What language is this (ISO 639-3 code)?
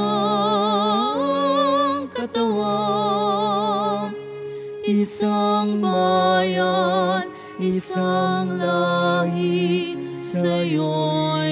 fil